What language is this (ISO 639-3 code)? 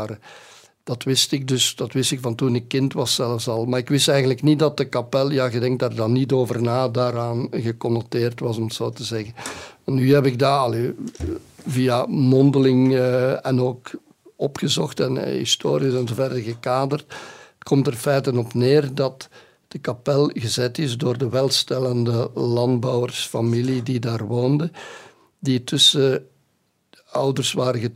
nld